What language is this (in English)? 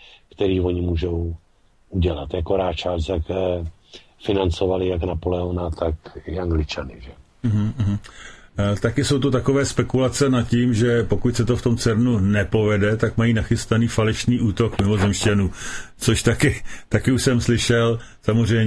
Czech